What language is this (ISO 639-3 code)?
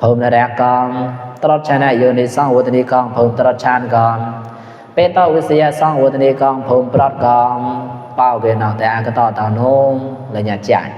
mnw